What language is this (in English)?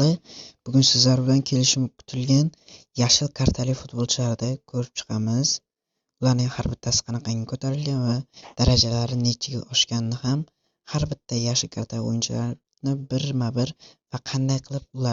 Uzbek